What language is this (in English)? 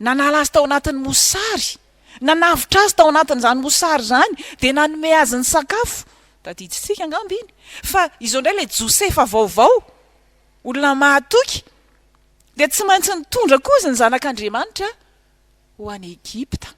Malagasy